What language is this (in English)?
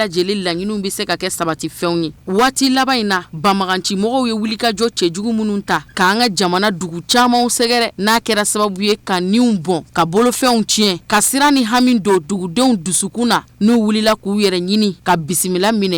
Bambara